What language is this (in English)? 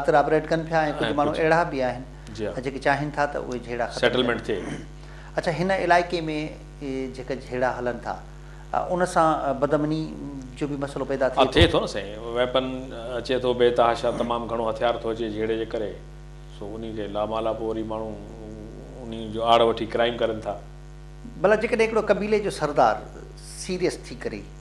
Sindhi